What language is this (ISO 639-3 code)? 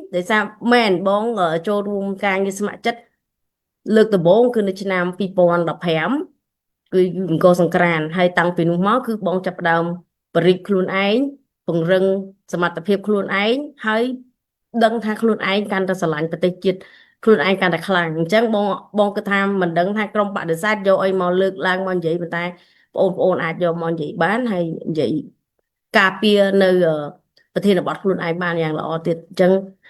khm